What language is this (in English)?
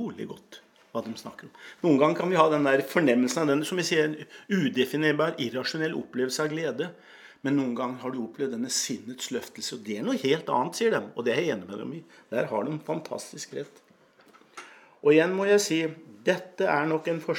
Norwegian